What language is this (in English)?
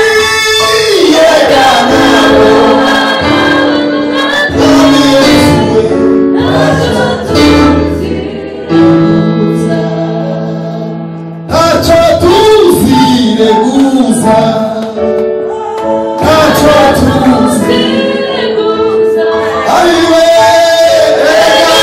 Kinyarwanda